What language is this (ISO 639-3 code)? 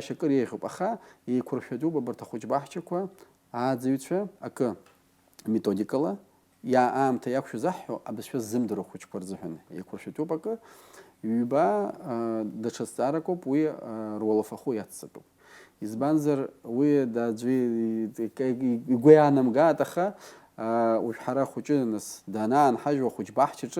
abk